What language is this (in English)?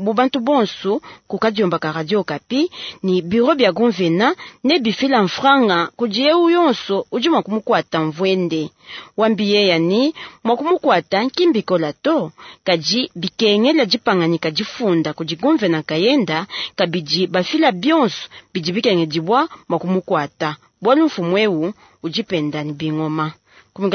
Luba-Lulua